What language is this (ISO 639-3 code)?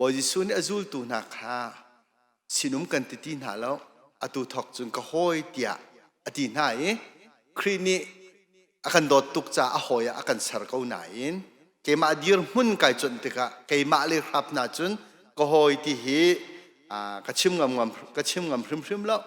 cnh